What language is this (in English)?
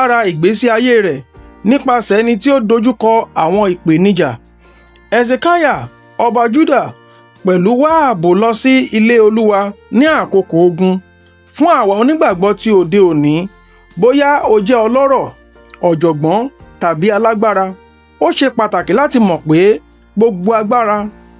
Yoruba